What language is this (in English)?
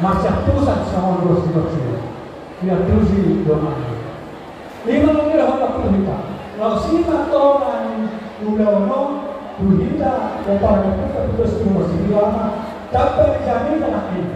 Batak Toba